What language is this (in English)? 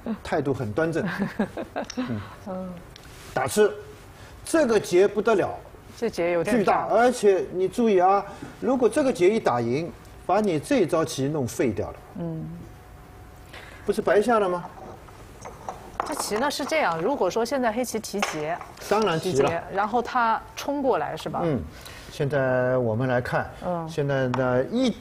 Chinese